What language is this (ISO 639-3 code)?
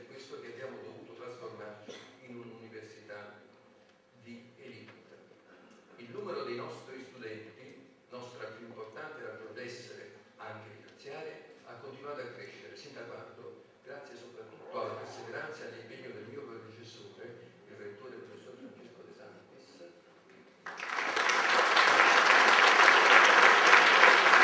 ita